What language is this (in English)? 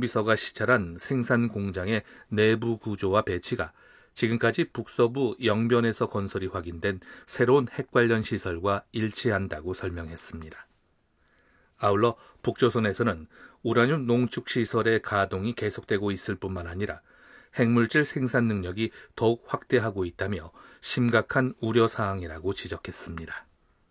Korean